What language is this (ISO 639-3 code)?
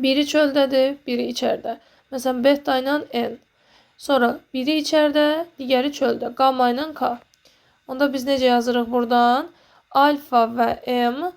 aze